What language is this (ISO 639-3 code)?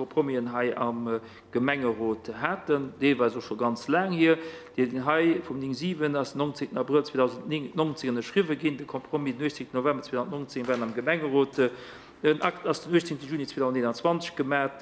ltz